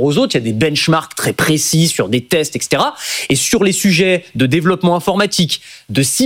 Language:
French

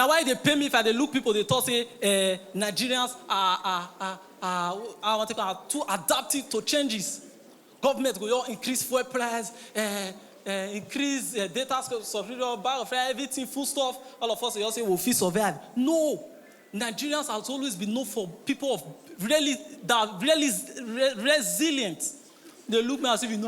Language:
Nigerian Pidgin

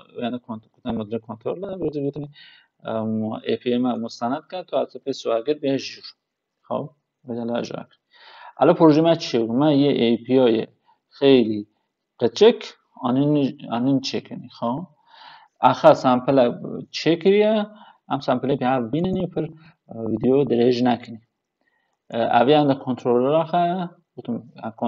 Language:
Kurdish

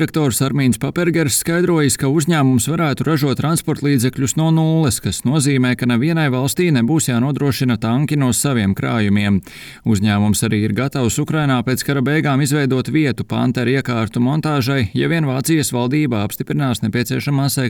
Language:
Latvian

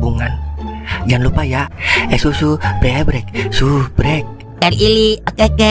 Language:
Betawi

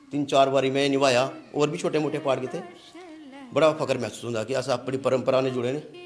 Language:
Dogri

